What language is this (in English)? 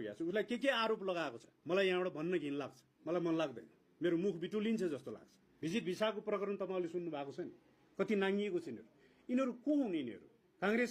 Nepali